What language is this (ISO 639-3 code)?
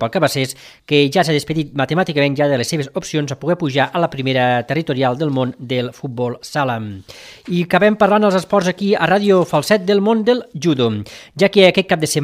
cat